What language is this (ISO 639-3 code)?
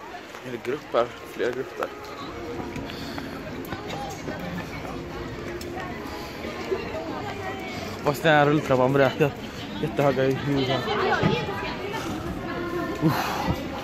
swe